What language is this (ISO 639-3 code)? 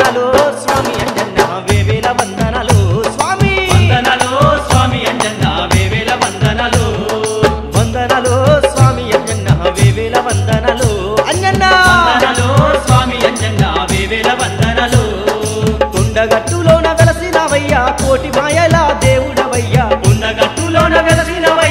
tel